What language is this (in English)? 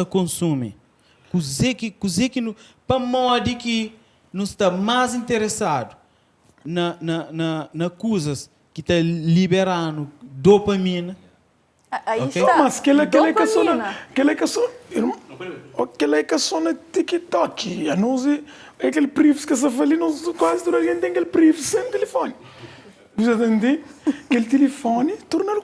Kabuverdianu